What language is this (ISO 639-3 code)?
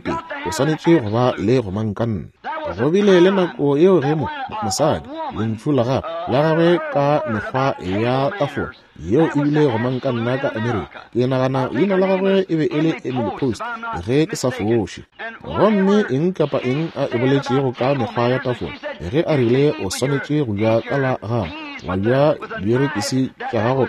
nso